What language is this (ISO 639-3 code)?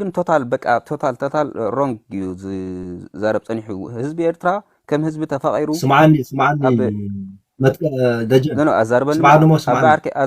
tir